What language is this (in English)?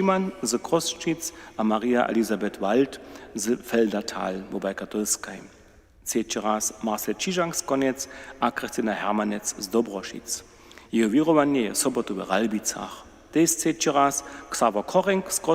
Upper Sorbian